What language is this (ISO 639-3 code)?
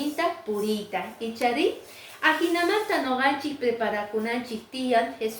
que